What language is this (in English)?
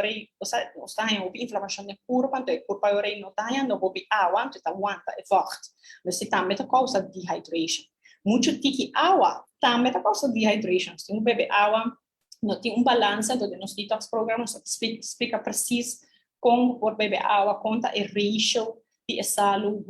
Papiamento